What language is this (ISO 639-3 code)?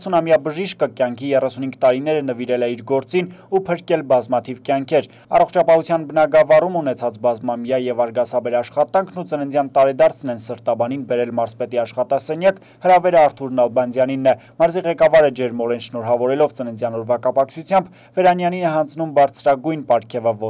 hye